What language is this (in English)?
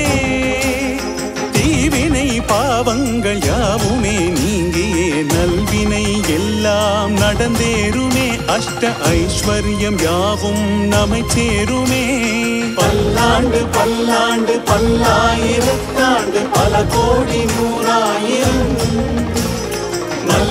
Tamil